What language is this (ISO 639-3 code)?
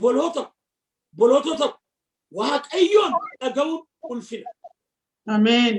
orm